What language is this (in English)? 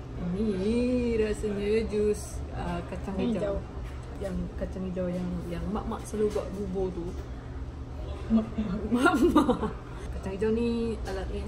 Malay